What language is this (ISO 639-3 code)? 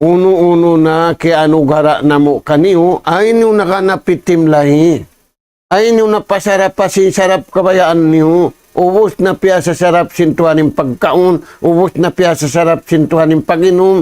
tsg